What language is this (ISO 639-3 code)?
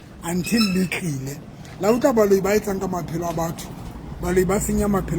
sot